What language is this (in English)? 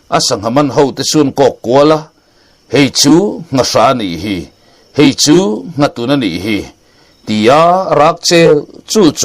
Mizo